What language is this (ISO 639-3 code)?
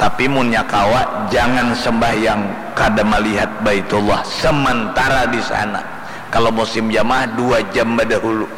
bjn